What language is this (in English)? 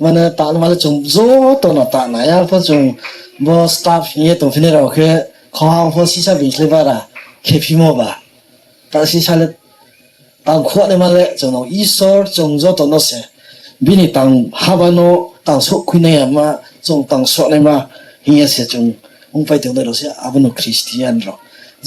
Riang (India)